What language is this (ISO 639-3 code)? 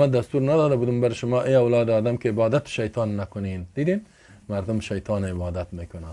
fas